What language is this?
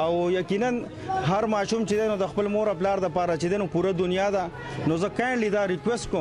Pashto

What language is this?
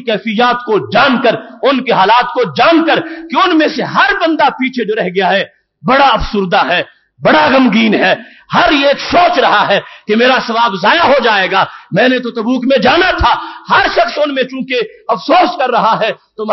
Urdu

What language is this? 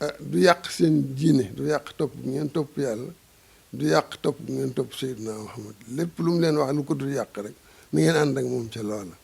Wolof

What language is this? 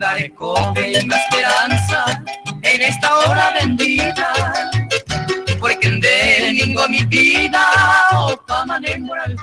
Guarani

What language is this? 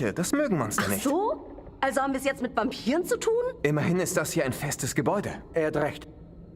Bavarian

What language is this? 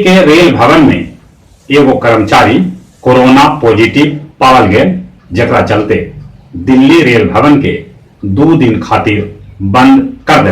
Magahi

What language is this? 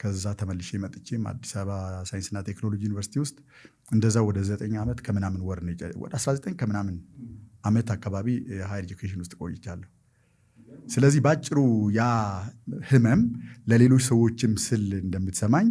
Amharic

